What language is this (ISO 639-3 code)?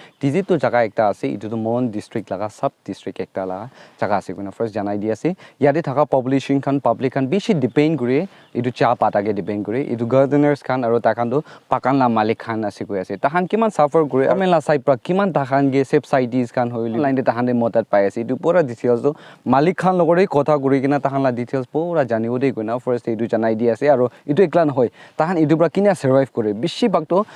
nag